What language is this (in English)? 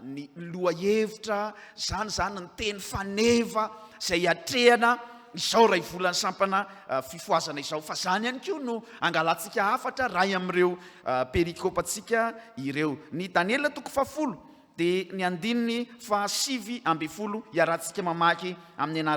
Malagasy